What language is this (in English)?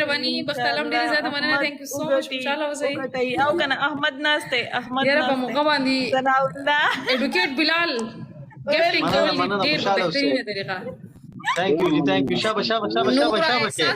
Pashto